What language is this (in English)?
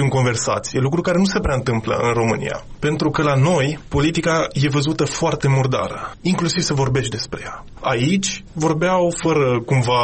Romanian